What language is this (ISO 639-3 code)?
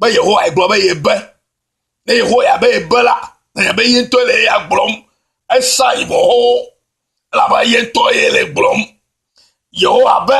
ewe